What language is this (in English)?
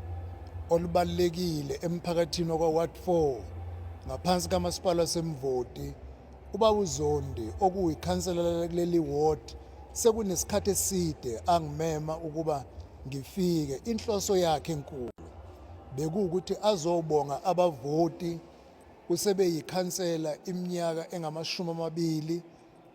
Zulu